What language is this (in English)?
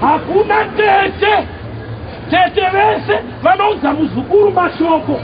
Shona